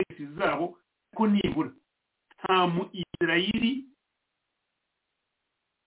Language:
Kinyarwanda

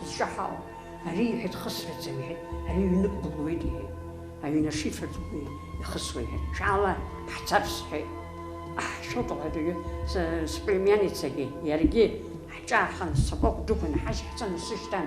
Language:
Abkhazian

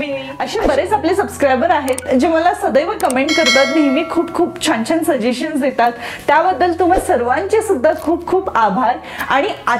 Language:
Marathi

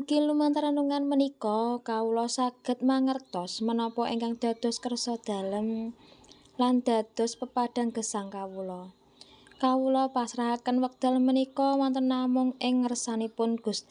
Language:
Javanese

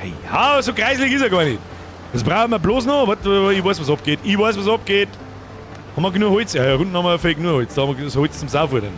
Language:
Bavarian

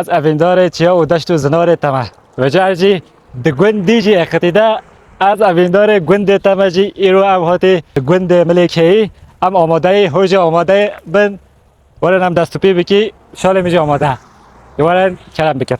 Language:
Kurdish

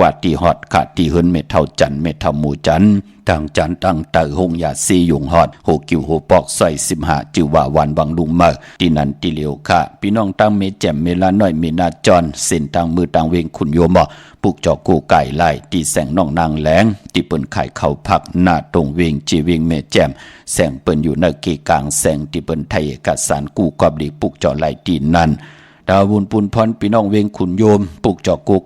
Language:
Shan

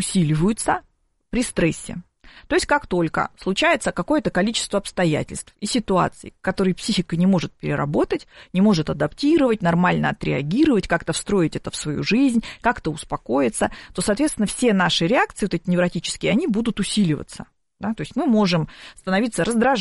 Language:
Russian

